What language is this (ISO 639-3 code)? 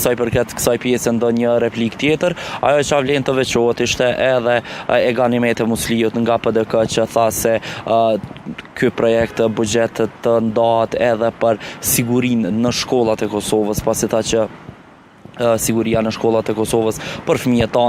sqi